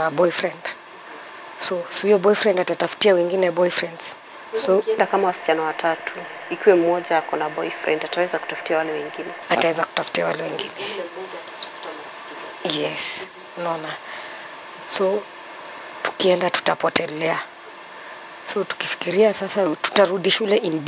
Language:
Swahili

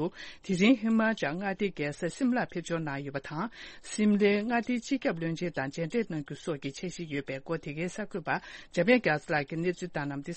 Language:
Tibetan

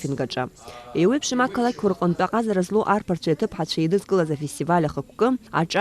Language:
Abkhazian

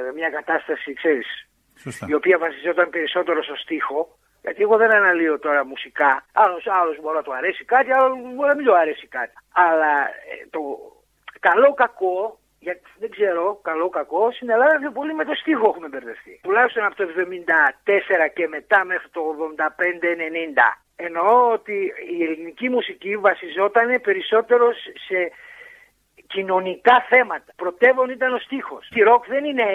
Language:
Greek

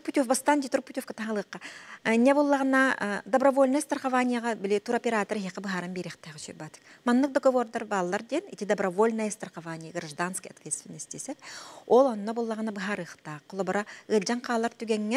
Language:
Yakut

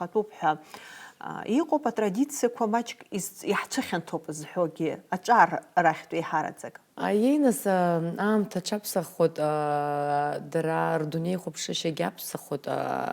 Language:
Abkhazian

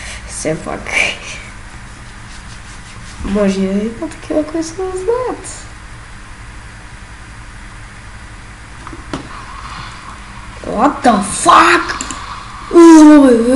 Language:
Bulgarian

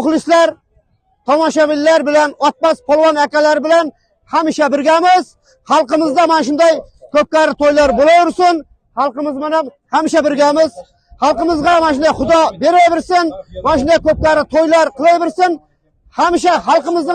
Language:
Uzbek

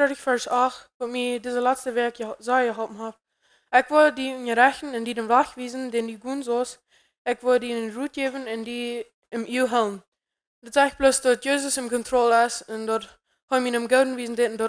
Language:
Plautdietsch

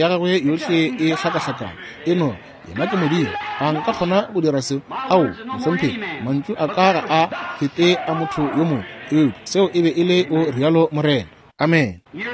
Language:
Northern Sotho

